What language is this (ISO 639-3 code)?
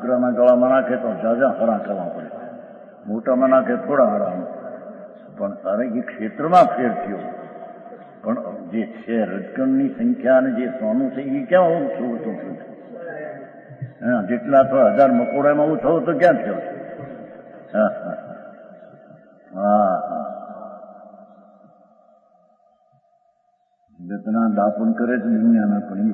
guj